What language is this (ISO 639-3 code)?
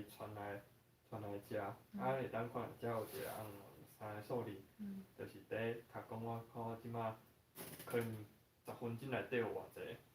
nan